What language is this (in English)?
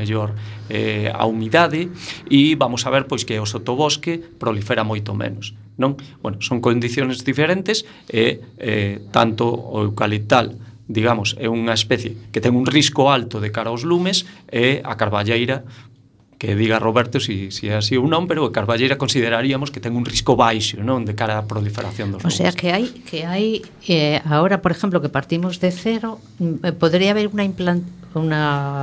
Galician